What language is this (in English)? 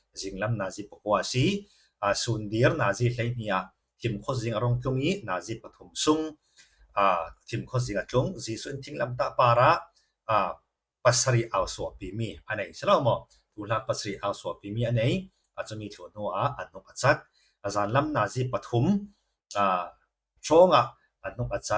Falam Chin